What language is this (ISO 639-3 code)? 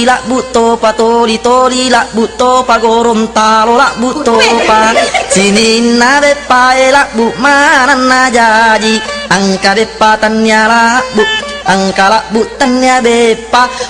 bug